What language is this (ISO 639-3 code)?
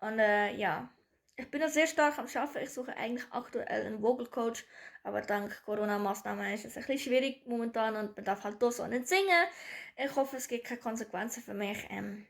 gsw